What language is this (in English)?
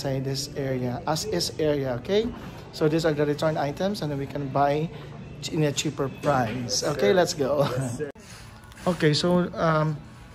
Filipino